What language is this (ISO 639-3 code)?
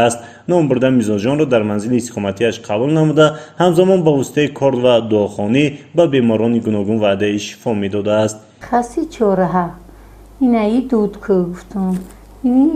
tgk